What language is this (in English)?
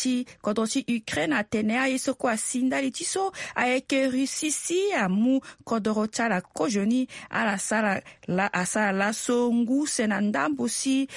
Sango